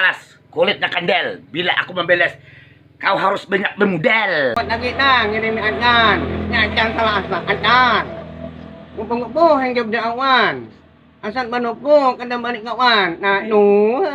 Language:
Banjar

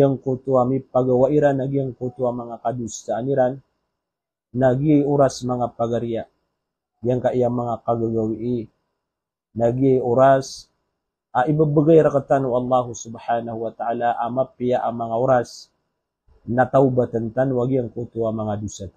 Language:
Maranao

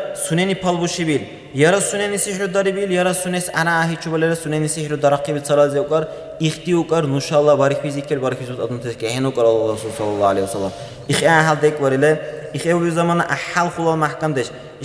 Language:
Dargwa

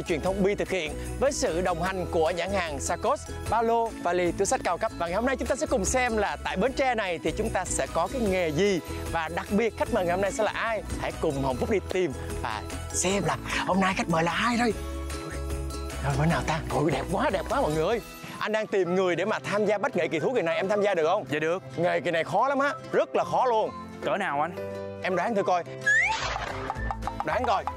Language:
Vietnamese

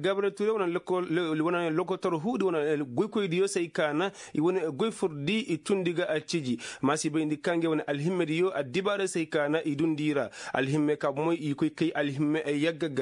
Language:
Koyraboro Senni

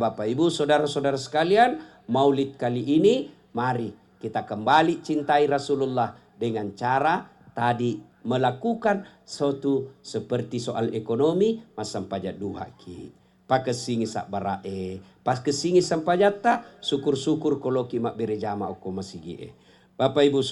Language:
Buginese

